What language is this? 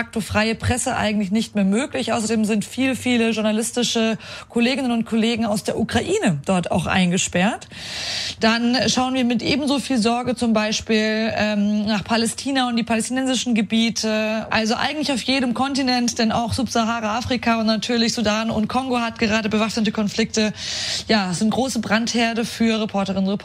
German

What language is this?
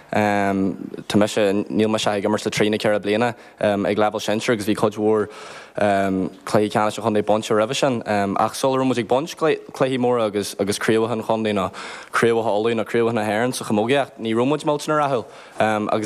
Irish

